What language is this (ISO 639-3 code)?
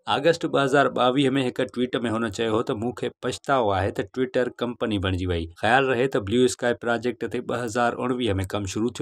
snd